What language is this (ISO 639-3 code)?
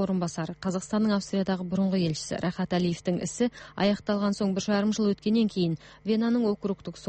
kaz